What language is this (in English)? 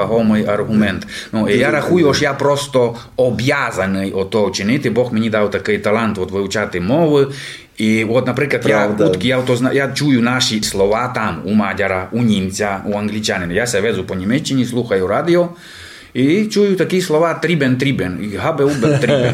Rusyn